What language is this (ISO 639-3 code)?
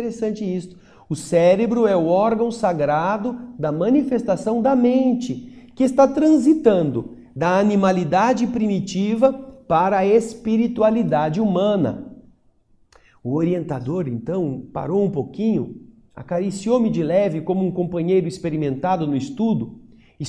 por